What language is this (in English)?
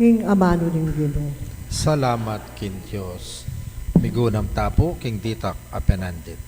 Pampanga